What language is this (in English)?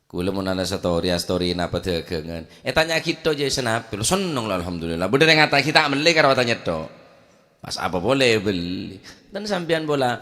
Madurese